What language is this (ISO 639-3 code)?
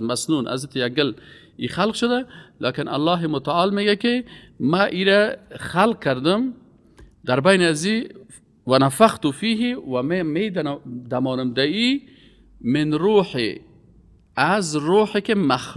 fas